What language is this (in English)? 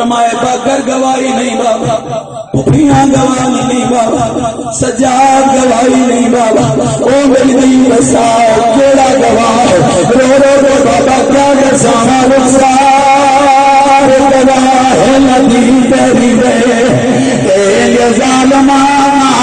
Western Panjabi